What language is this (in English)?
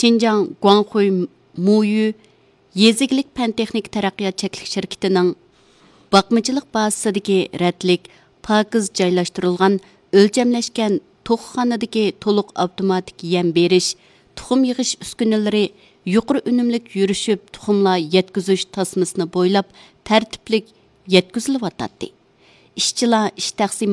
Uyghur